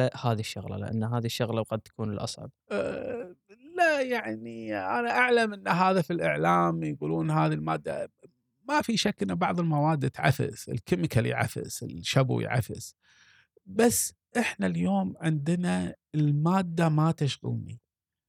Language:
Gulf Arabic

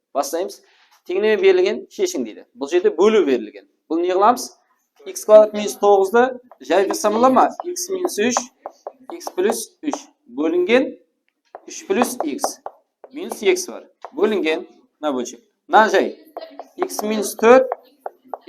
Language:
Kara-Kalpak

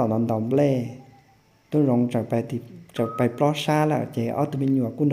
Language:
Hmong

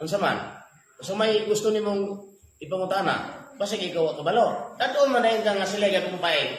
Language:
Cebuano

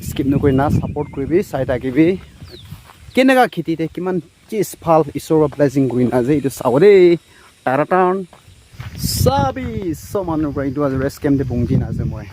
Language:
Naga Pidgin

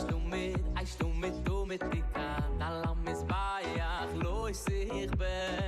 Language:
Yiddish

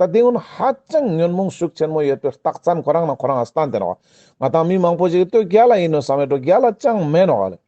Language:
Ladakhi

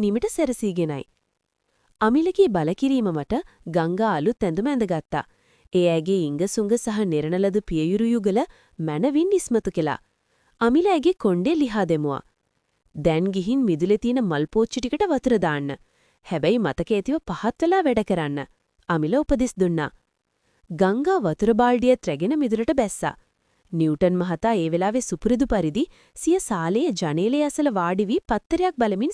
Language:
Sinhala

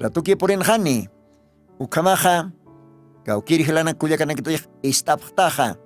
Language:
Aymara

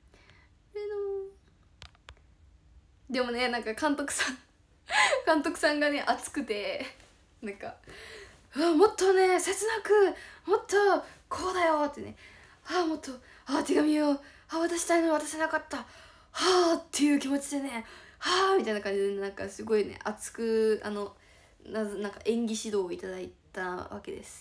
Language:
Japanese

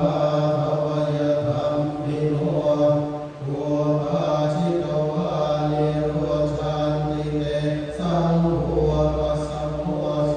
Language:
Pali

